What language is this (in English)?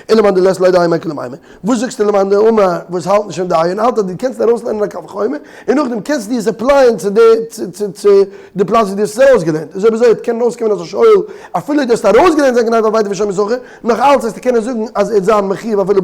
Yiddish